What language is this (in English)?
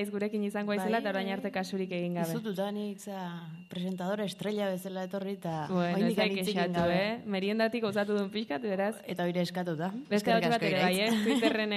Basque